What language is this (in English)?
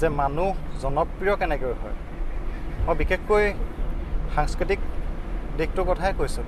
Assamese